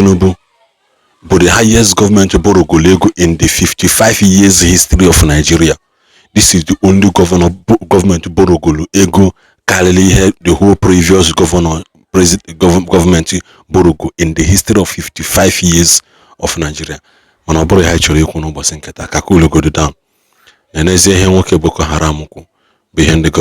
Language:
Igbo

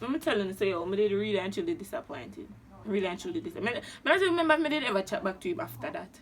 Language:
Jamaican Creole English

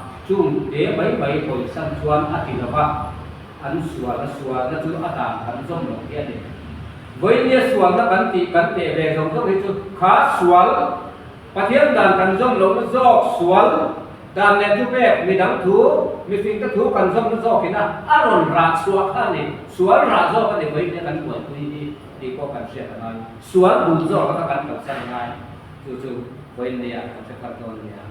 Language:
Mizo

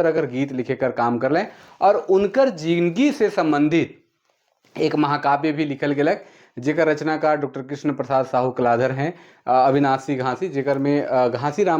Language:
Sadri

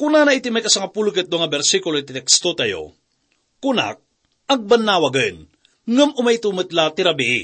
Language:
Iloko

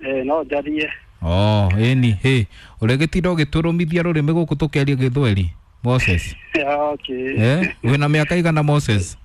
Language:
Kikuyu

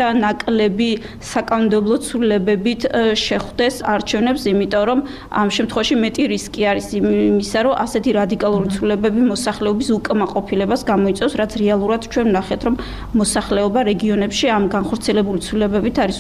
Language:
Georgian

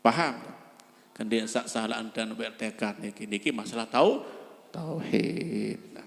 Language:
Sasak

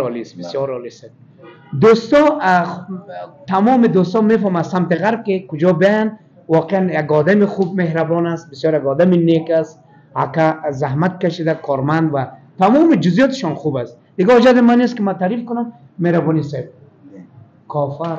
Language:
Persian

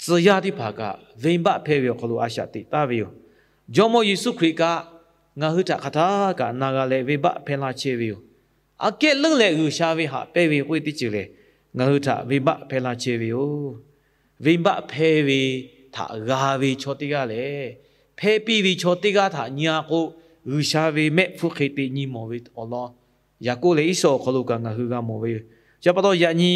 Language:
Lahu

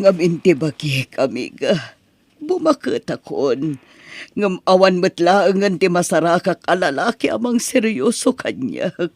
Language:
Iloko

